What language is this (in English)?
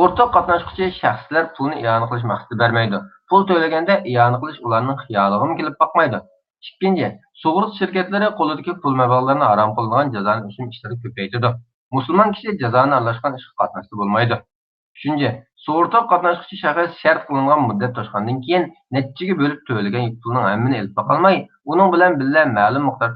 Uyghur